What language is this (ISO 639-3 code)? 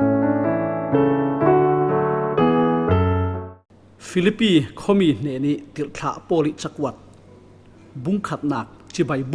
cfm